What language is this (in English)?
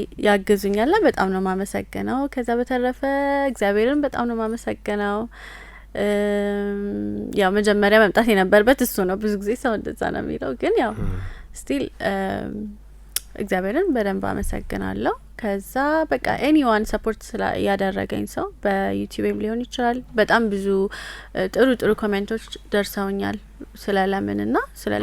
Amharic